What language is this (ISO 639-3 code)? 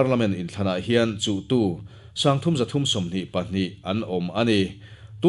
lus